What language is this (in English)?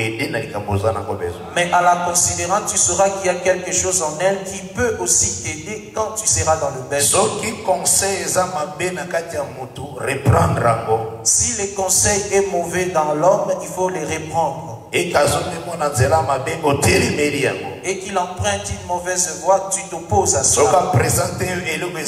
French